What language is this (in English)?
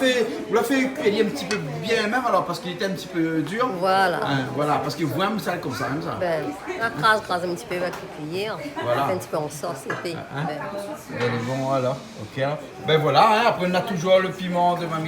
Réunion Creole French